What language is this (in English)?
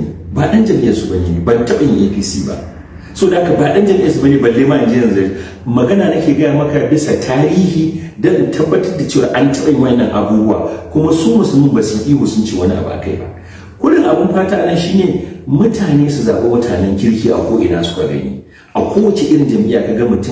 Hausa